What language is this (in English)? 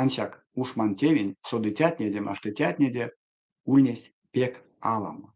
Erzya